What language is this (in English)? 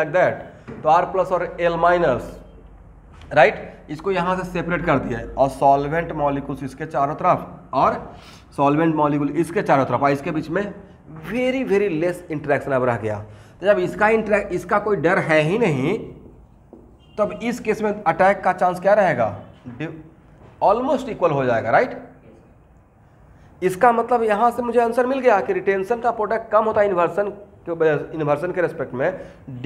Hindi